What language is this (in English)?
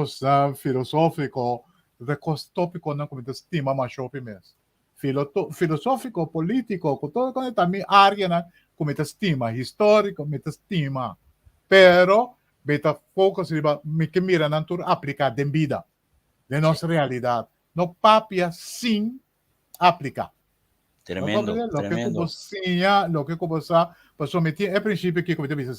Papiamento